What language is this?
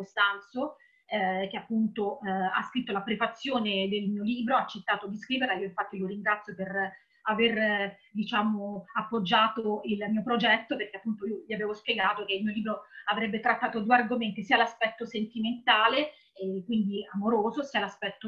Italian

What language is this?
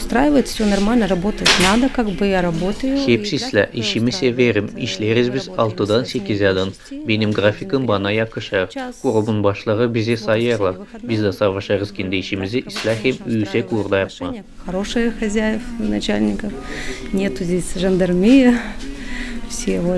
Gagauz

